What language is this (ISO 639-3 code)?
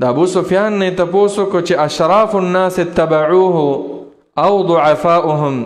pus